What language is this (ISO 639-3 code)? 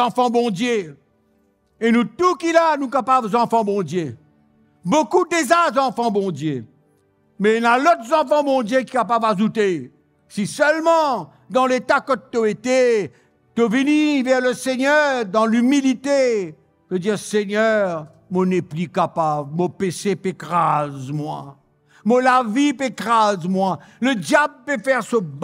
mfe